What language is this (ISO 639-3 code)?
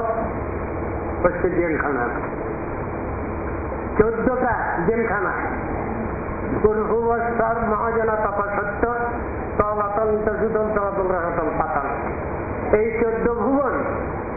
ben